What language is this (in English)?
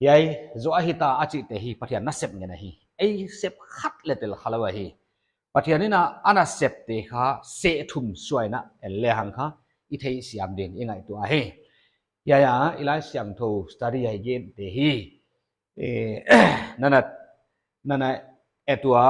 Paite Chin